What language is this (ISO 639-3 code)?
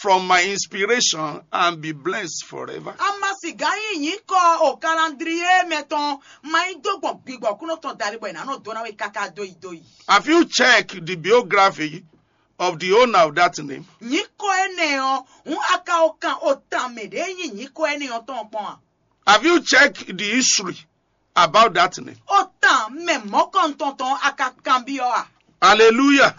fon